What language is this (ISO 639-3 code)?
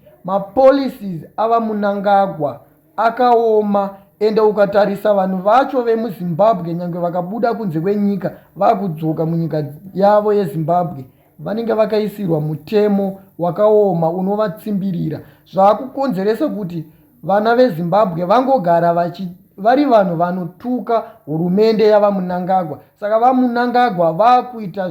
sna